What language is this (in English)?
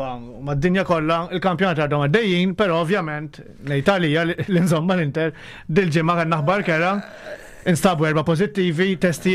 Maltese